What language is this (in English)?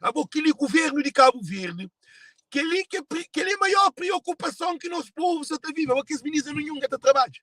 Kabuverdianu